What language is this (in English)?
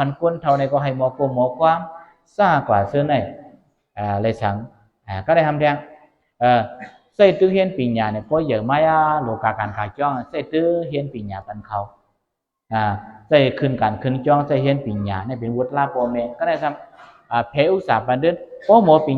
Shan